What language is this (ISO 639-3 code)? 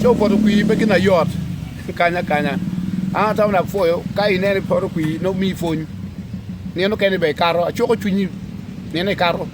ach